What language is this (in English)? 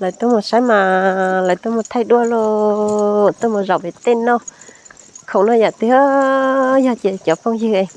Hmong